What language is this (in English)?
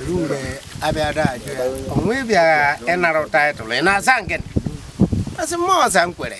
Igbo